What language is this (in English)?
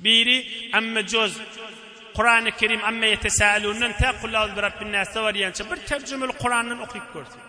Turkmen